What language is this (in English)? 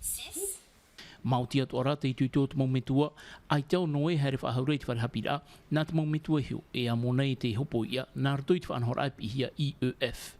Tahitian